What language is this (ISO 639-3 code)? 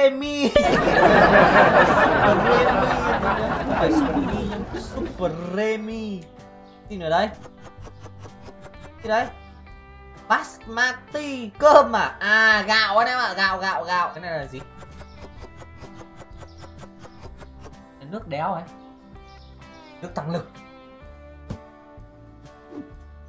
vie